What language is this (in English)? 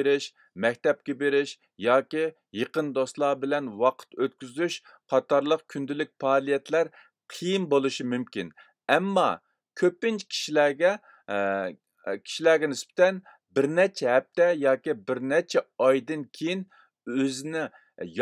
Uyghur